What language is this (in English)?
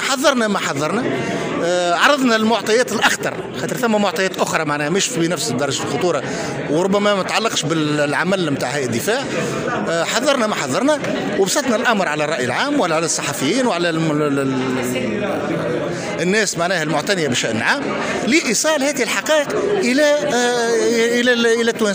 Tunisian Arabic